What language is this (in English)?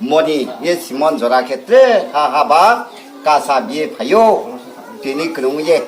Riang (India)